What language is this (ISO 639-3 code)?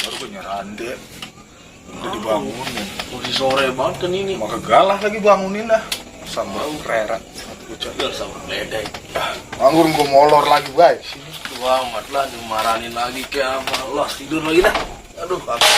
bew